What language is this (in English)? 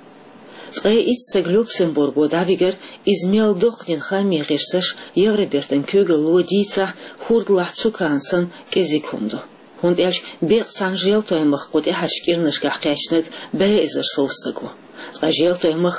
Chechen